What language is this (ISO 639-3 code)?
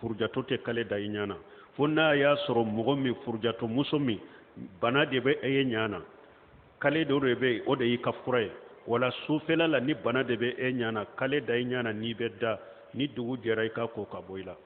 bam